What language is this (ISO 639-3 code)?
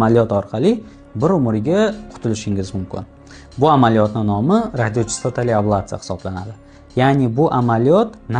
uzb